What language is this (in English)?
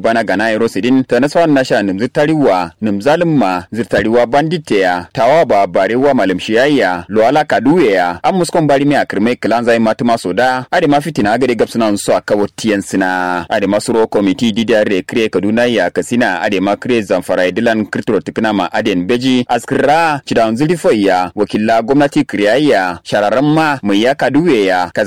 Kanuri